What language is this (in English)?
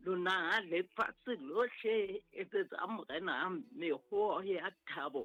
Southern Sotho